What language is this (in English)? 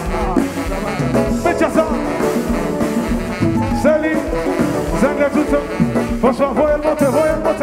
Haitian Creole